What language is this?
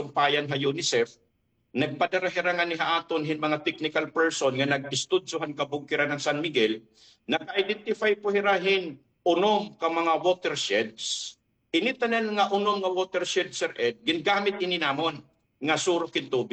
Waray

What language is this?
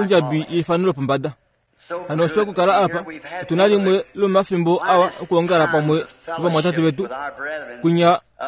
Kuanyama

